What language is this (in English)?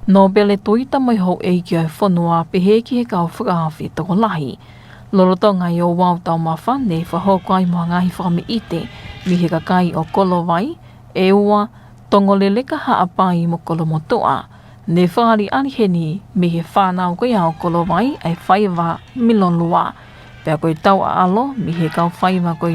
Tongan